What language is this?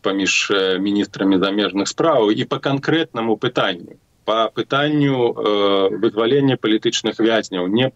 Belarusian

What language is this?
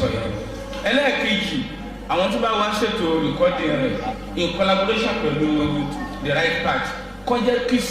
Yoruba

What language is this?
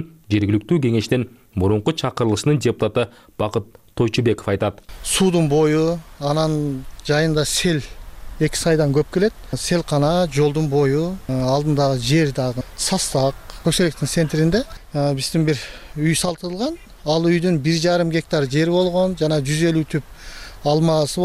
Kyrgyz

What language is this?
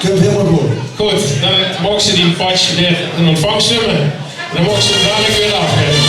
Limburgish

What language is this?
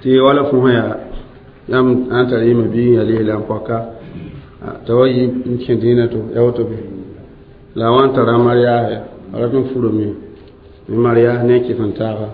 Mossi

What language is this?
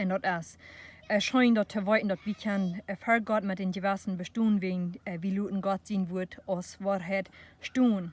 Plautdietsch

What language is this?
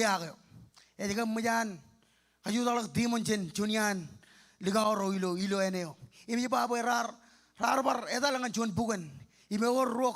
Marshallese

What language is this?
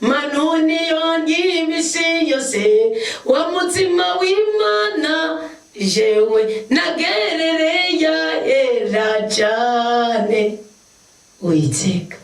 Rundi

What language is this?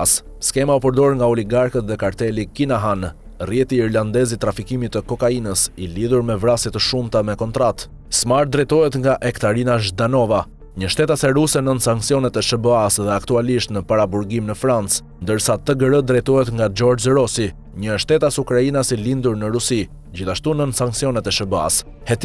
Albanian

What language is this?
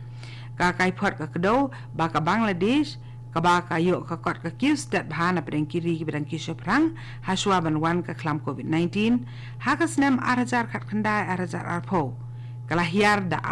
Khasi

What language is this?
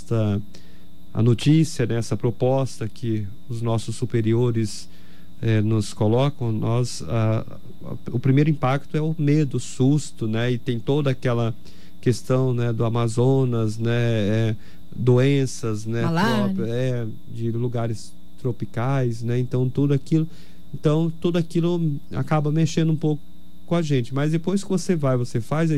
Portuguese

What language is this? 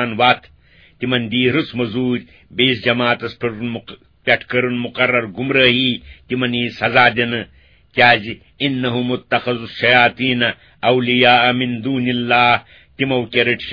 Kashmiri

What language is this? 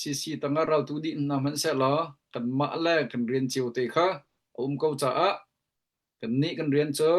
Hakha Chin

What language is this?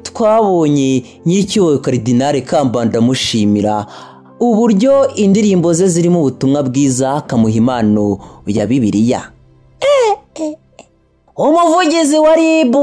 Kinyarwanda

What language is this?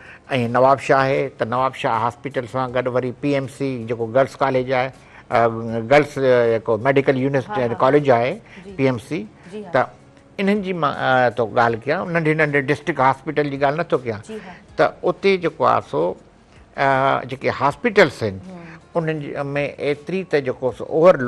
Sindhi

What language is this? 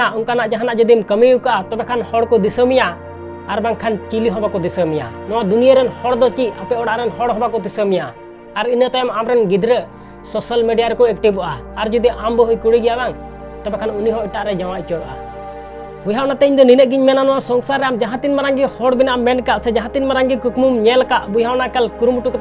Santali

